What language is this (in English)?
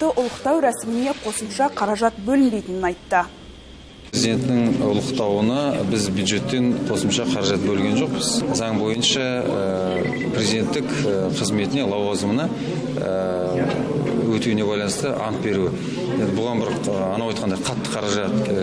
Kazakh